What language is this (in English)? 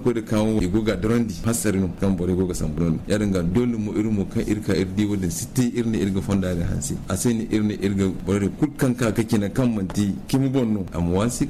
Zarma